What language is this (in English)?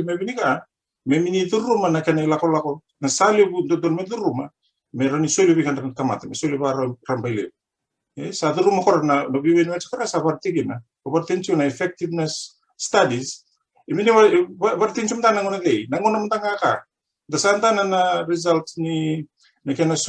Fijian